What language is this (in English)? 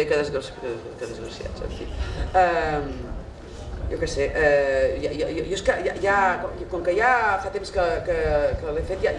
Catalan